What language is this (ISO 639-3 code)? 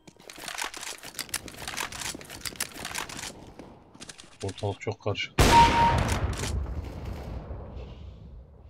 tur